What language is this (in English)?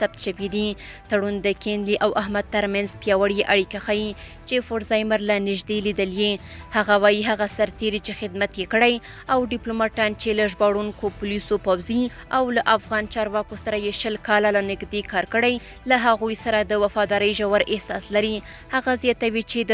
Pashto